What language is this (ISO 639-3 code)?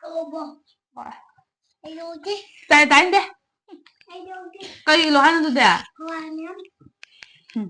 mni